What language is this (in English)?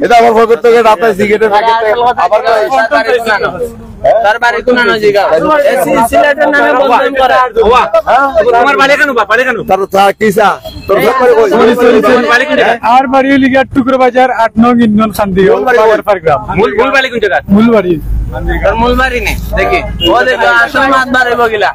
Sylheti